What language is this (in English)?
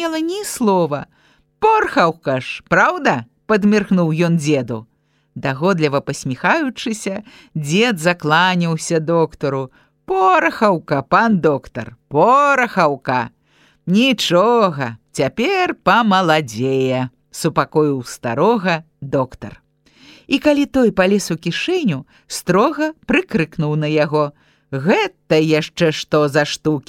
Belarusian